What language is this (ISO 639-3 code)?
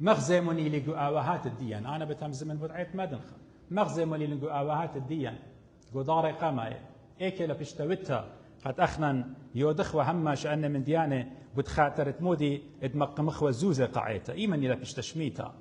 aii